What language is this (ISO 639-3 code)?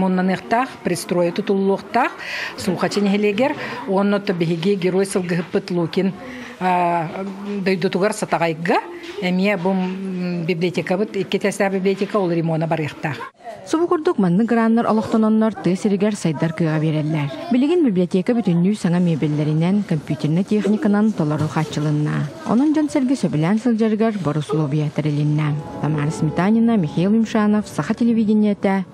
sah